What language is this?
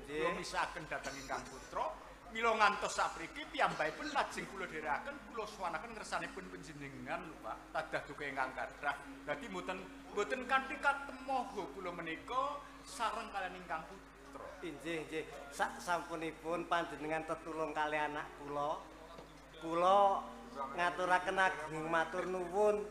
Javanese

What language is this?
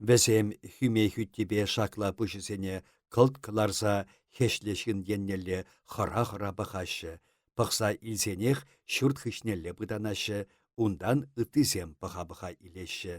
Chuvash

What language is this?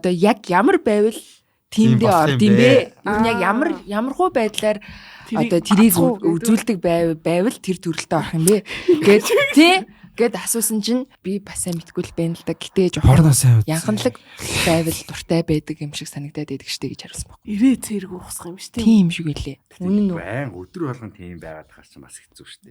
Mongolian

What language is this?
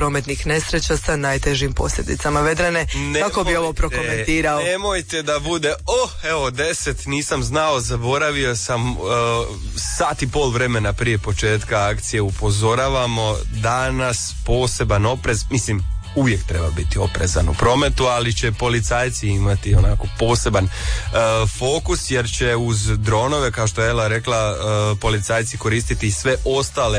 Croatian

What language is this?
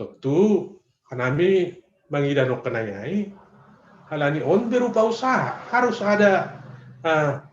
Batak Simalungun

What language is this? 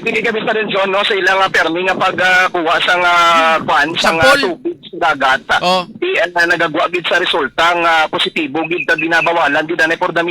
Hiligaynon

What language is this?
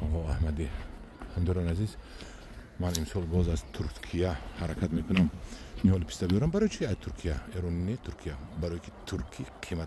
Tajik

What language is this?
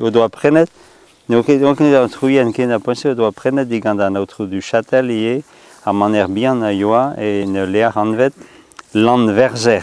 Breton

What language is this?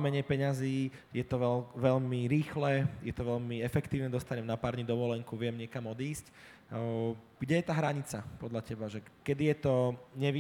Slovak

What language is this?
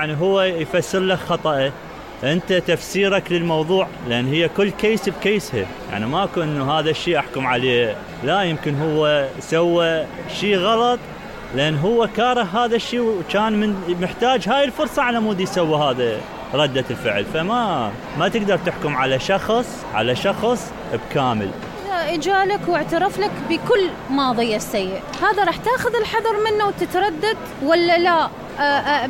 Mesopotamian Arabic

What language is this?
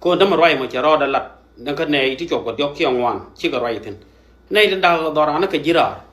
Nuer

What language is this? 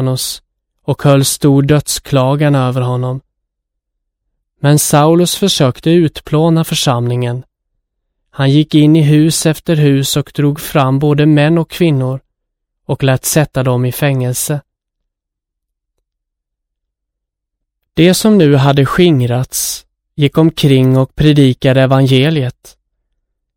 Swedish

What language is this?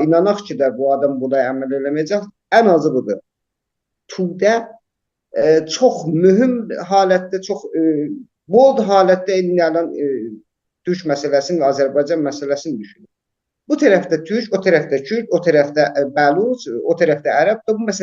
South Azerbaijani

